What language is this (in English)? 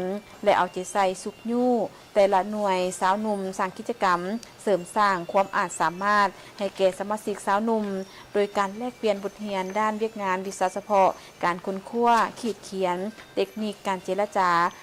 Lao